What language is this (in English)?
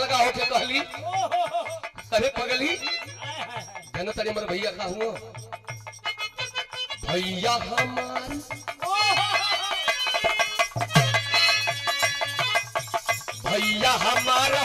Bhojpuri